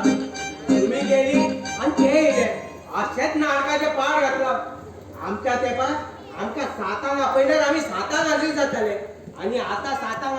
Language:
Konkani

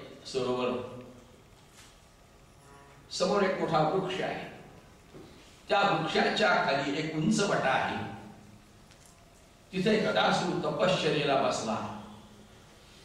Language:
Marathi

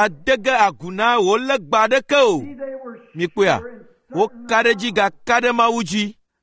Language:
Ewe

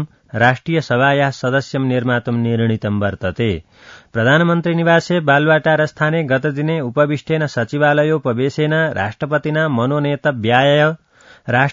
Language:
Sanskrit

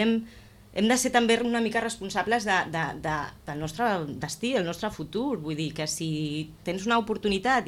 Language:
Catalan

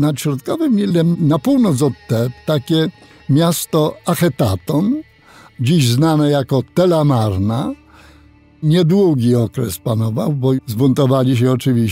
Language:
Polish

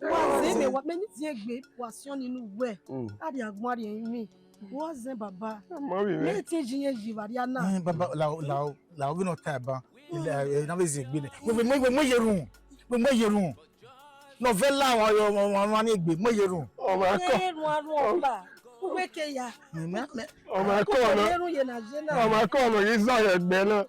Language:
Bini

